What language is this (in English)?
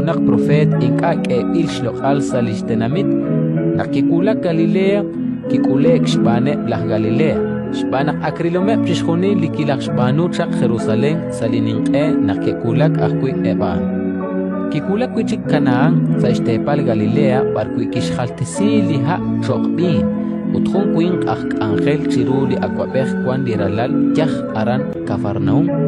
Kekchí